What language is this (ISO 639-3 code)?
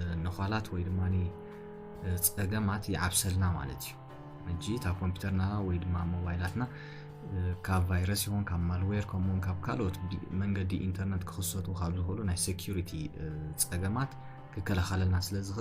tir